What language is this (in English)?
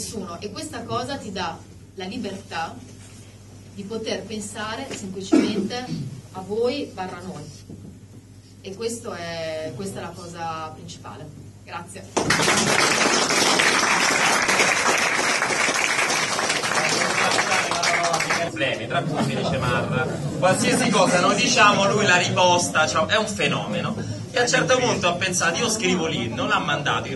Italian